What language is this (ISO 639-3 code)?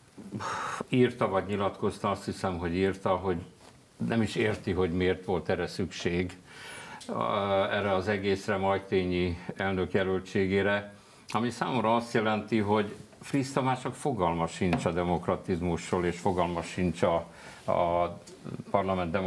hun